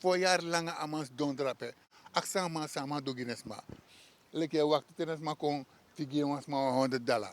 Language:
Sranan Tongo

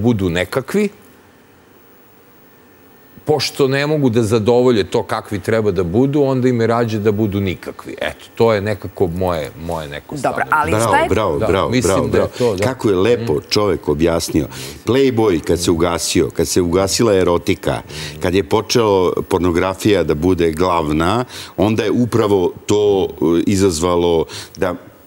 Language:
Serbian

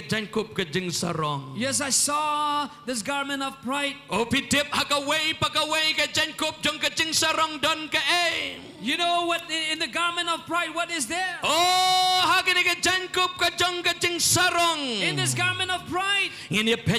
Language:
Khasi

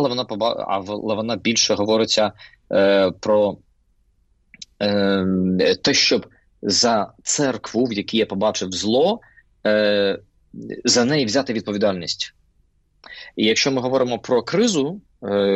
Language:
Ukrainian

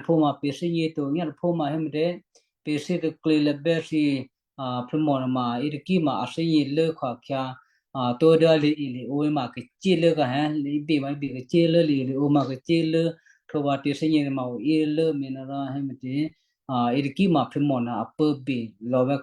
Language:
Western Kayah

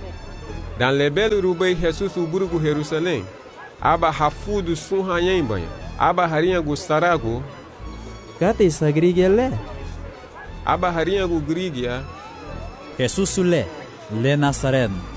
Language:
Garifuna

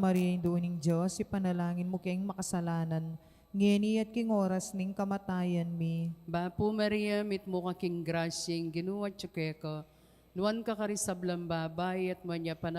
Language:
Pampanga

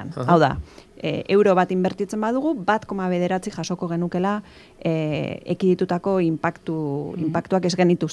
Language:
Basque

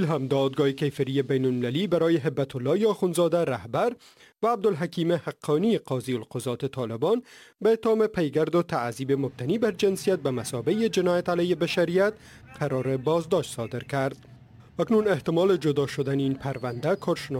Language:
Persian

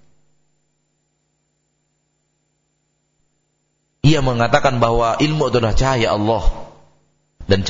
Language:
Indonesian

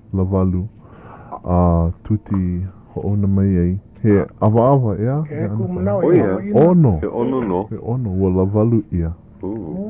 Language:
Hawaiian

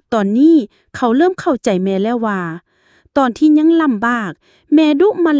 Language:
Lao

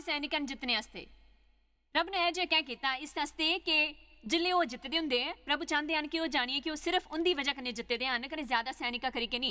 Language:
Dogri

